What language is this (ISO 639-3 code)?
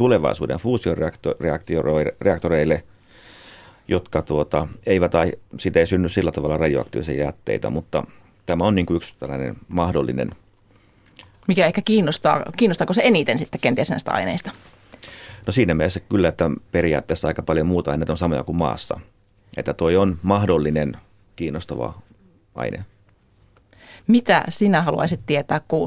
fin